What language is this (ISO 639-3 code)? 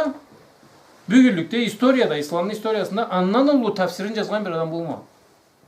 krc